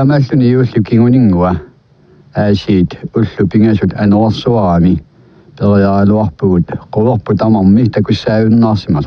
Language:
Kalaallisut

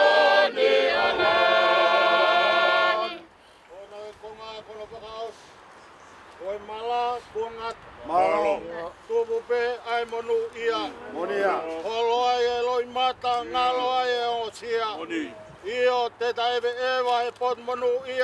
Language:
Tongan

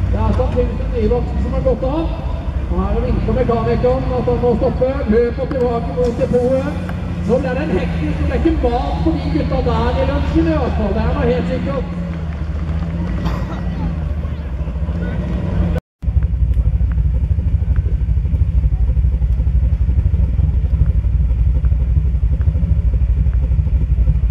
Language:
Norwegian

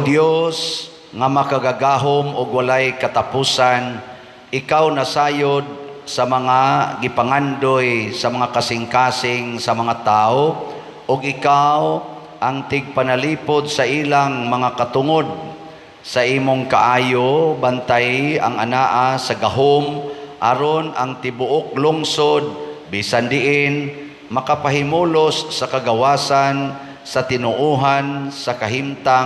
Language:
Cebuano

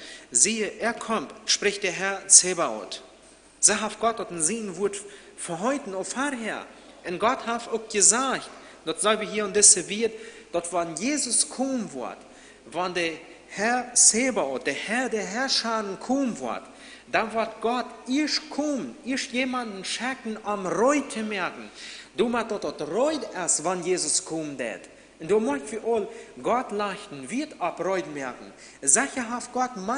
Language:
Plautdietsch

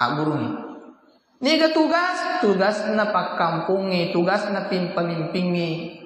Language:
Buginese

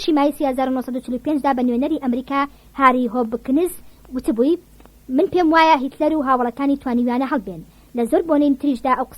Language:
Central Kurdish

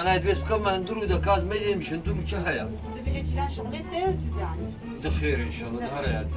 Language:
Kurdish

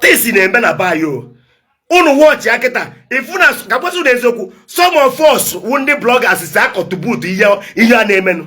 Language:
Igbo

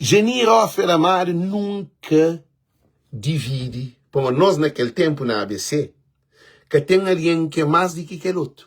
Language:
Kabuverdianu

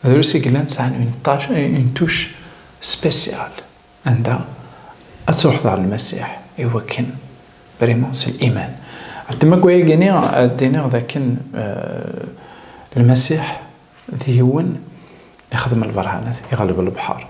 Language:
Kabyle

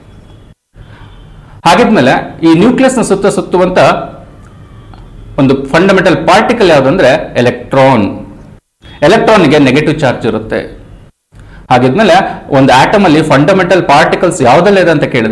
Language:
Kannada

